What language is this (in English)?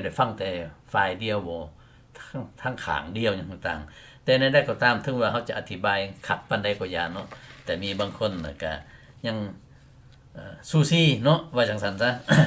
Lao